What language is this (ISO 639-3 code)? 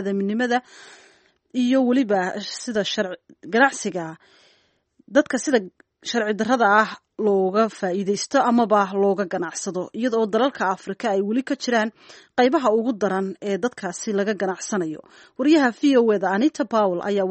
som